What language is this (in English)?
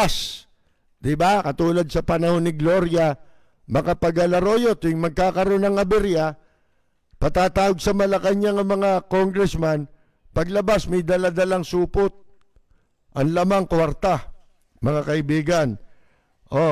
Filipino